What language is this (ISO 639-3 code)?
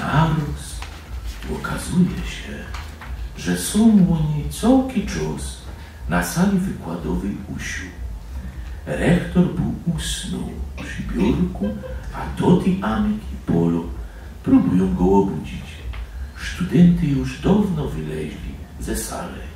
szl